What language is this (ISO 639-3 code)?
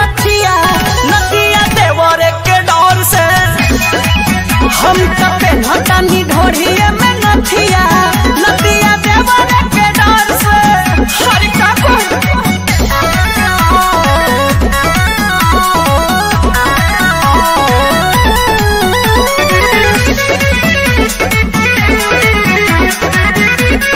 bho